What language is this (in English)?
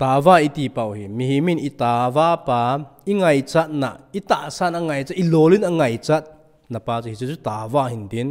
Thado Chin